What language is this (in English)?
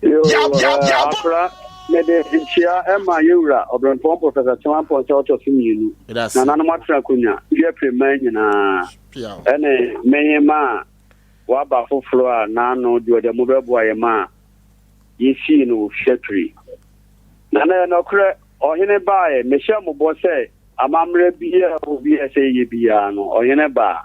Akan